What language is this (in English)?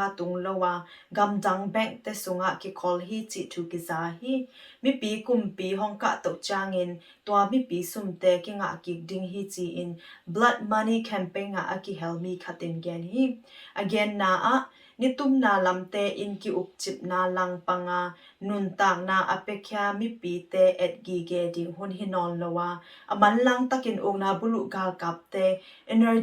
Tedim Chin